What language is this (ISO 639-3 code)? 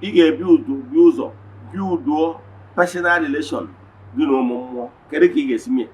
ibo